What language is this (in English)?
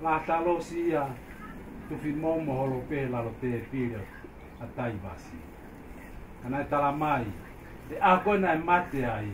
Tongan